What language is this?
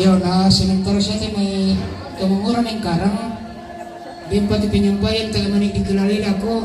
Toraja-Sa'dan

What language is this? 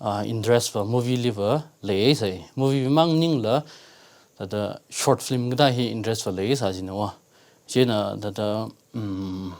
Tangkhul Naga (India)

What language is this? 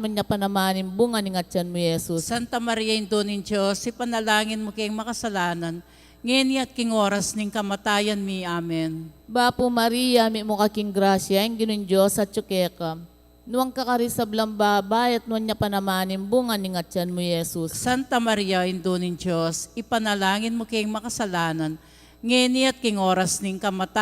Pampanga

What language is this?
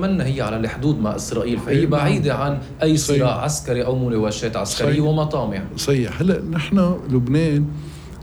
North Levantine Arabic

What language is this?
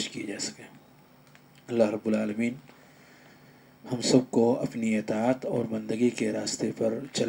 Urdu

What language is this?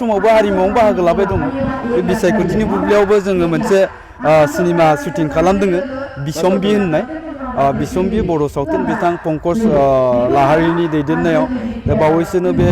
Bodo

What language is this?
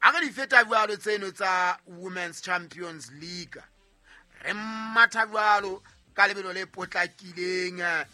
Southern Sotho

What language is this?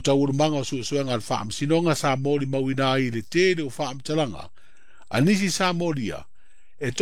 Samoan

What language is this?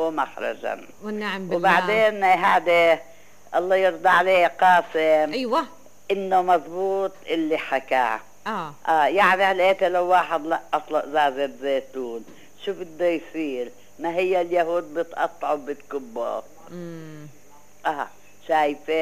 North Levantine Arabic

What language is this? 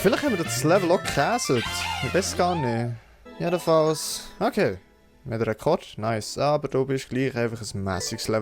Swiss German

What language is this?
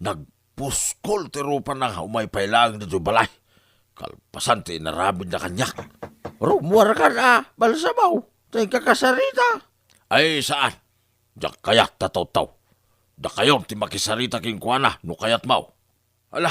Iloko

